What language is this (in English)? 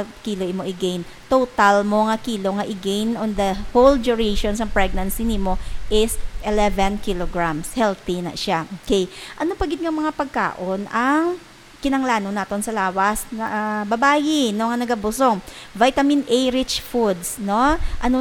Hiligaynon